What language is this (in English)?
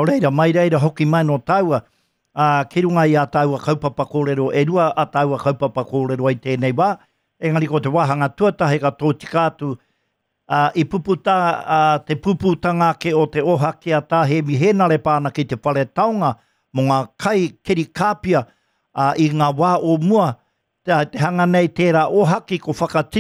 Māori